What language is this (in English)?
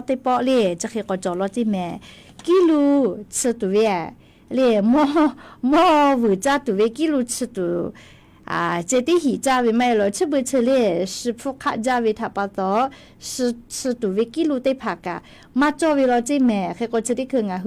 Lahu